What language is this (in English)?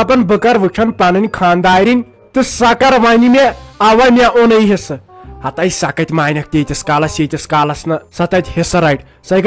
Kashmiri